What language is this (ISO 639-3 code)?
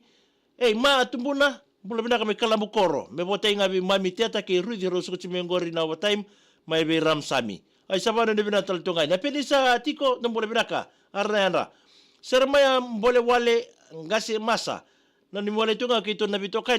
fij